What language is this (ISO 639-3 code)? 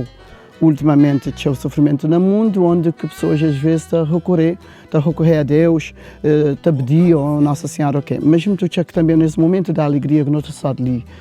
kea